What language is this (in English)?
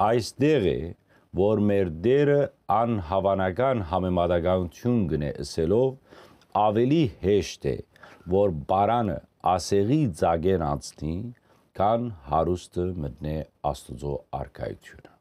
Western Armenian